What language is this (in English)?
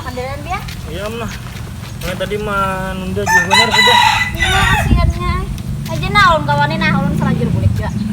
Banjar